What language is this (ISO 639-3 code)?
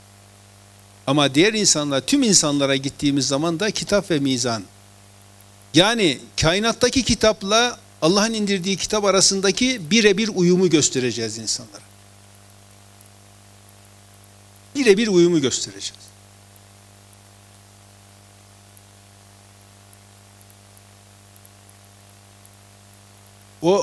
tur